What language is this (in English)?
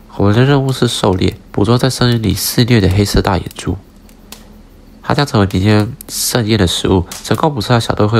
Chinese